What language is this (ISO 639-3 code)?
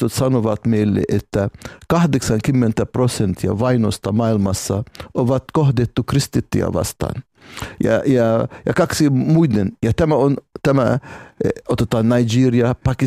fin